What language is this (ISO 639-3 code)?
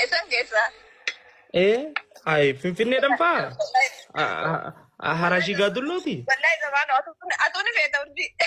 orm